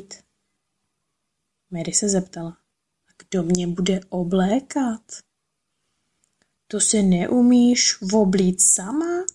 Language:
Czech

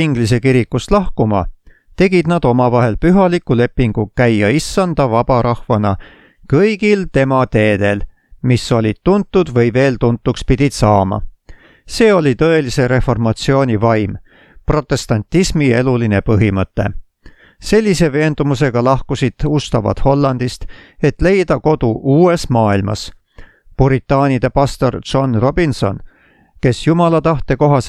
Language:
Estonian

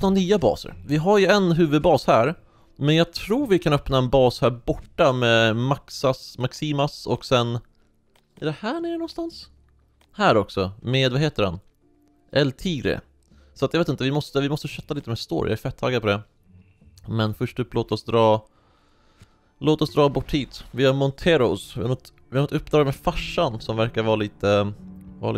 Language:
Swedish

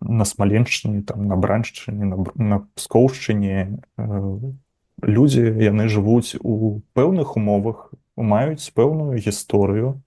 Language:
Belarusian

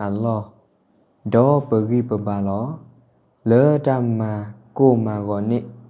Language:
S'gaw Karen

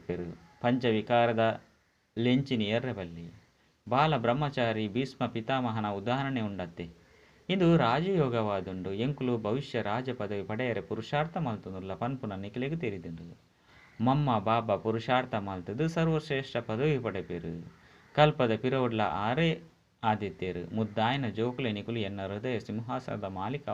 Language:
Tulu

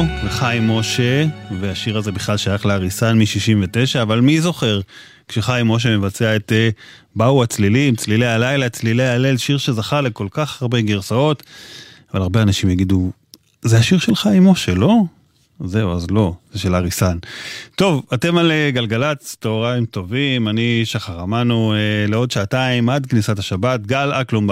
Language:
Hebrew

